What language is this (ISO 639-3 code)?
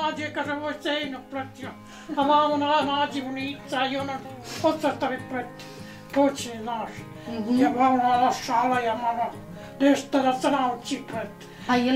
bos